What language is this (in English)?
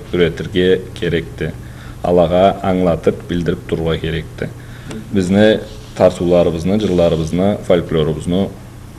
Karachay-Balkar